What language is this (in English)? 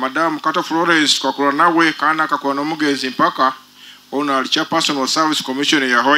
Nyoro